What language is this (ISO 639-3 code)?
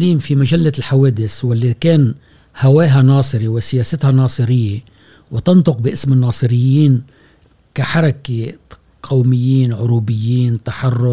afb